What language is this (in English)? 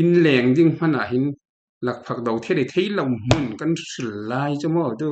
Falam Chin